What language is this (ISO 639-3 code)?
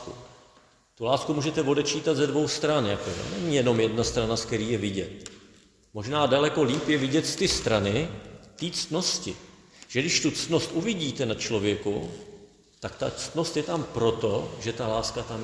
ces